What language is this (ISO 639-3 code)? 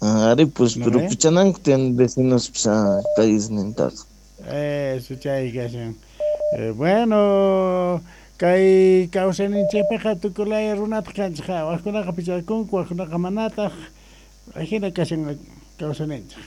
quh